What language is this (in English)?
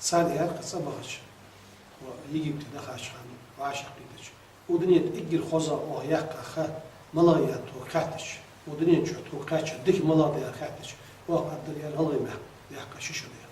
Ingush